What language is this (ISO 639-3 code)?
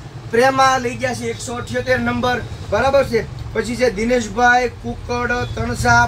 guj